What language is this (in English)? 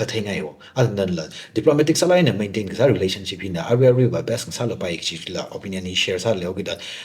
Tangkhul Naga (India)